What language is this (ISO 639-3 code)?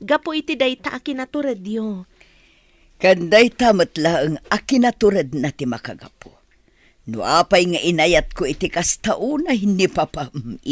ilo